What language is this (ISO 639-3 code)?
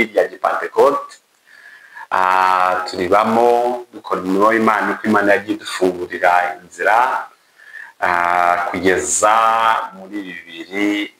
kin